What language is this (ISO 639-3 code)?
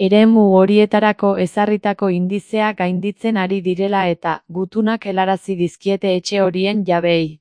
eus